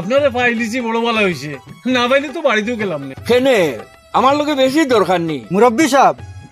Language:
Sylheti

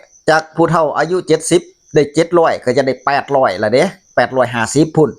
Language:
Northeastern Thai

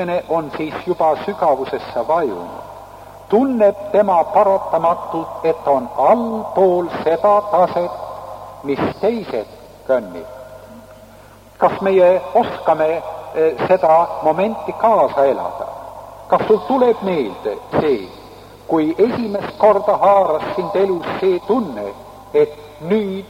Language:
Estonian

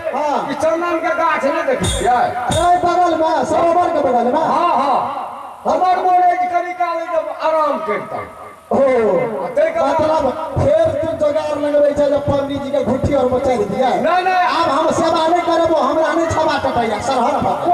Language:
Maithili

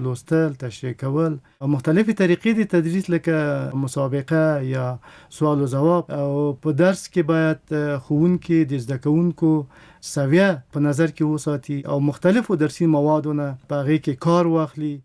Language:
Pashto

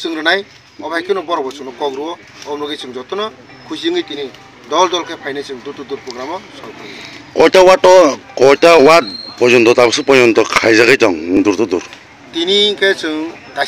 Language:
Kok Borok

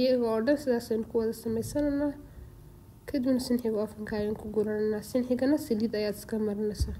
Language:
Somali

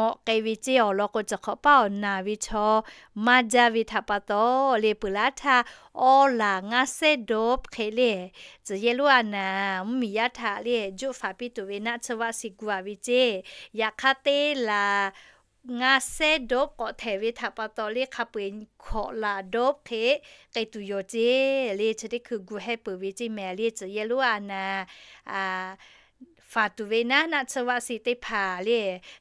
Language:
Lahu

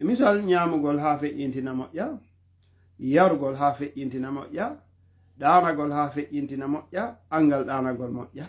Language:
Fula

